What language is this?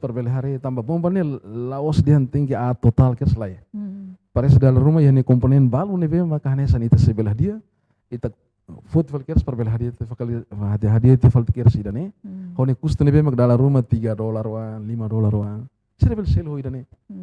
Tetum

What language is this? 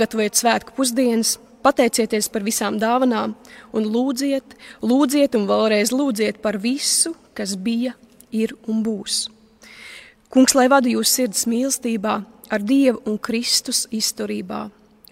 Latvian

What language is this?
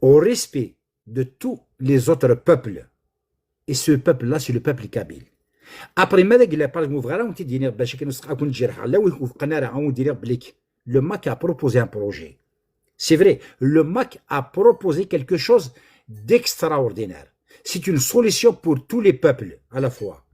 Kabyle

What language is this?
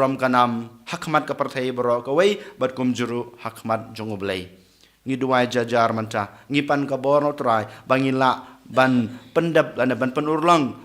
Khasi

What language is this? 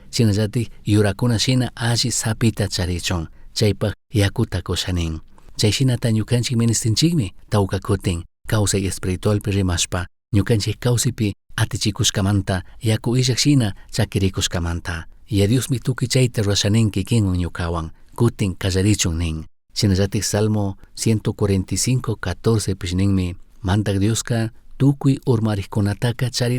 Chimborazo Highland Quichua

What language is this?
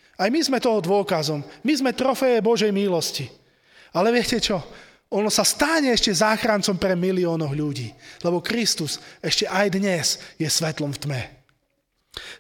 Slovak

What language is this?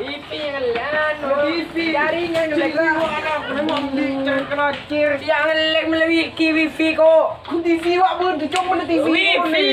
Madurese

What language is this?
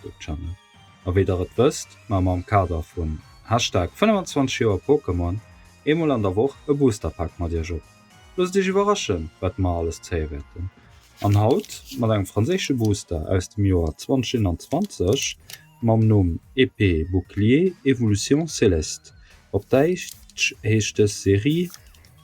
Luxembourgish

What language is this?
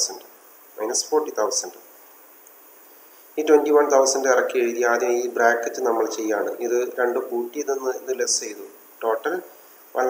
Malayalam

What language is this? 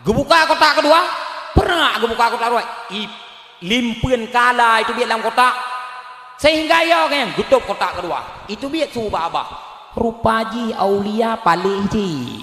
Achinese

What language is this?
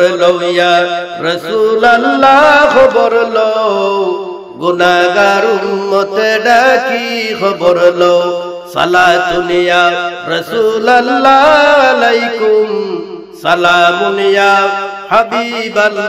Sylheti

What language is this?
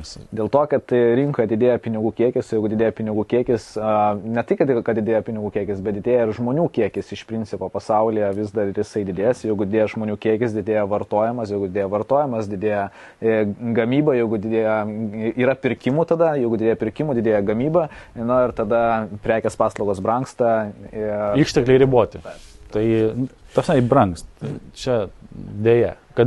Lithuanian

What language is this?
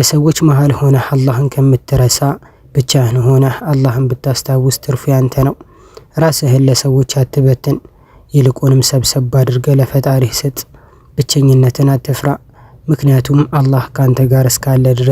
Amharic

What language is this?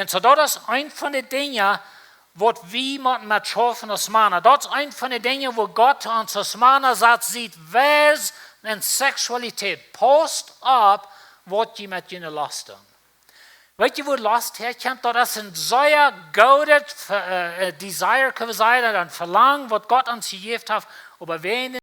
Plautdietsch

